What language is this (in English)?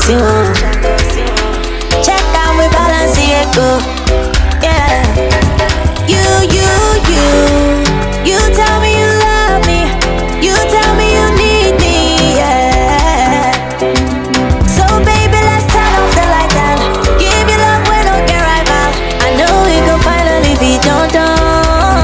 English